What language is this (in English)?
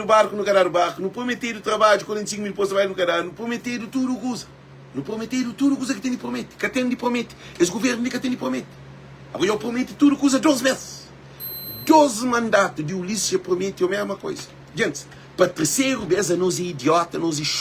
Kabuverdianu